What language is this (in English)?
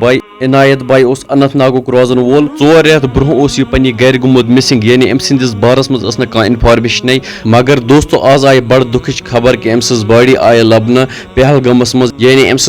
Kashmiri